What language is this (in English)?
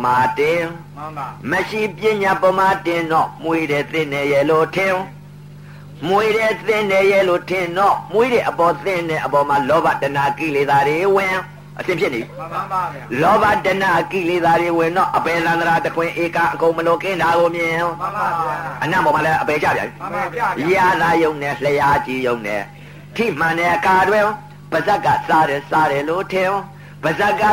Burmese